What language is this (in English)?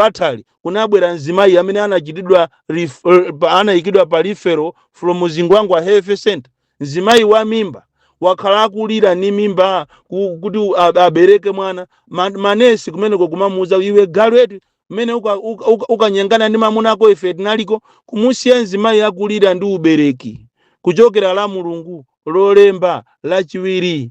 Nyanja